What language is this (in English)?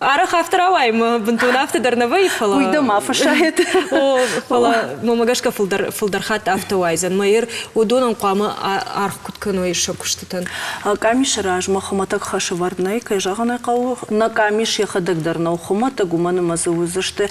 Ossetic